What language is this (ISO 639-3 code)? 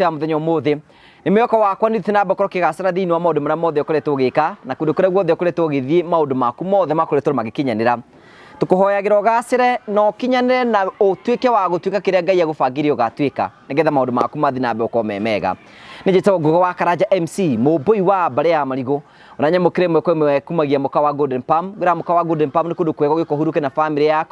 kik